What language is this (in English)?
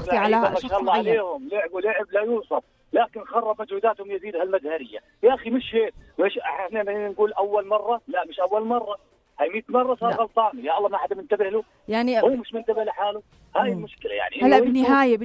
North Levantine Arabic